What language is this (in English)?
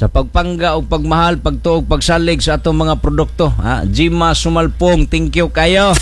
Cebuano